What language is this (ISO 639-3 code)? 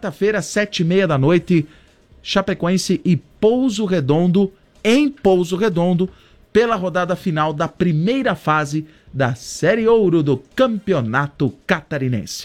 por